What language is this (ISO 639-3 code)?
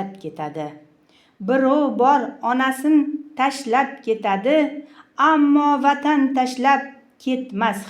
uzb